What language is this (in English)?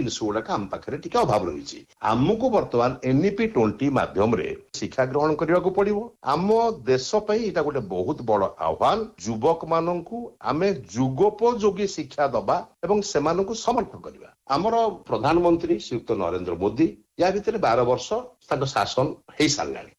Odia